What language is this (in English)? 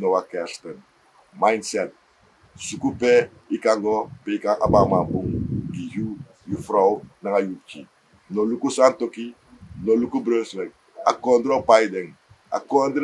Sranan Tongo